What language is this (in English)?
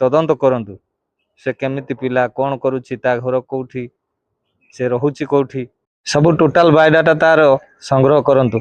Odia